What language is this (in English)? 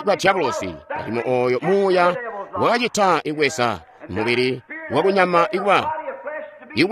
Tonga (Zambia)